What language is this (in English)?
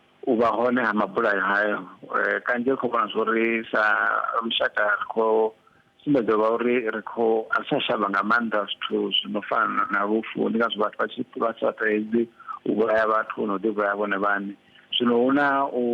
Venda